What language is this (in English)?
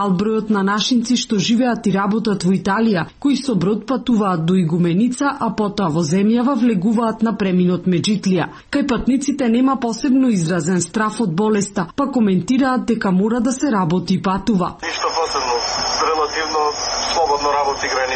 Macedonian